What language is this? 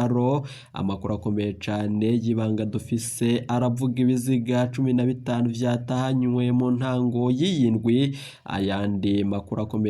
Rundi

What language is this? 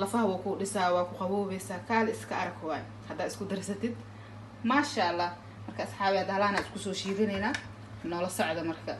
Somali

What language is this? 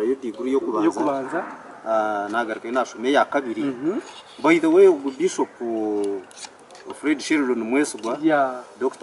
Nyankole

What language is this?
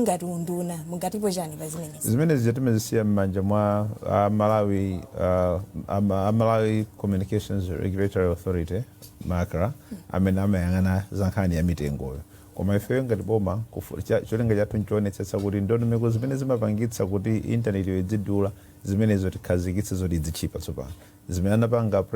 Nyanja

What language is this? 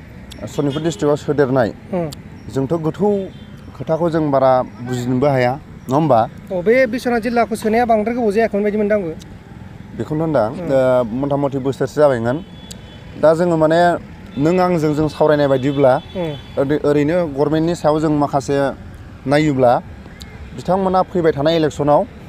Bodo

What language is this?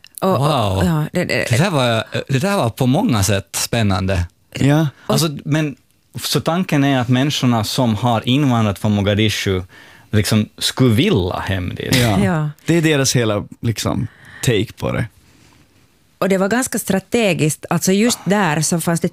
Swedish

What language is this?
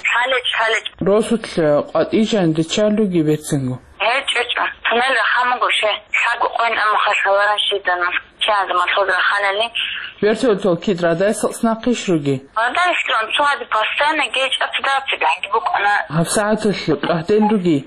Avaric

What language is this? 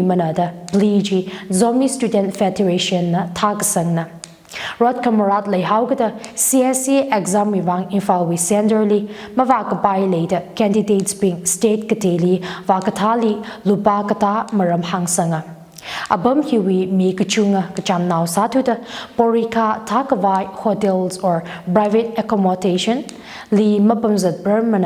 Tangkhul Naga (India)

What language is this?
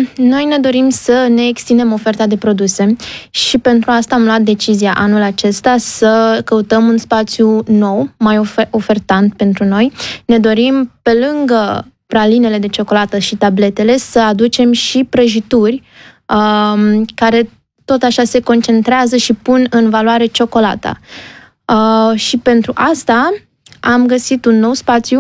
Romanian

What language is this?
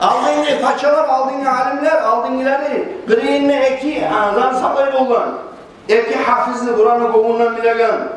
Kumyk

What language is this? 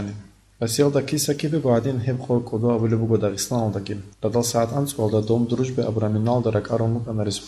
Avaric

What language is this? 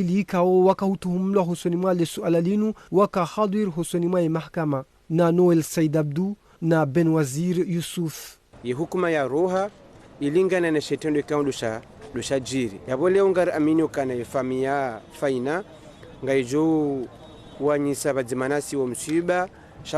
Ngazidja Comorian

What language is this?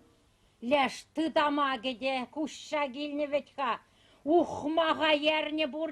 Chuvash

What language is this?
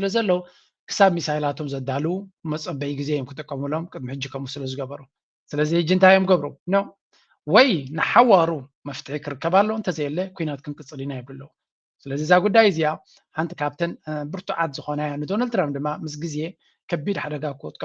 Tigrinya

